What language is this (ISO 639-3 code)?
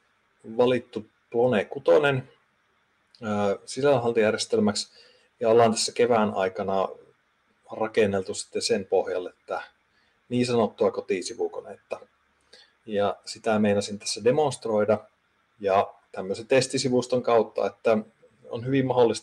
fin